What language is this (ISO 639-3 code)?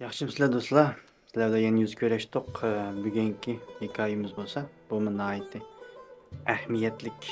uig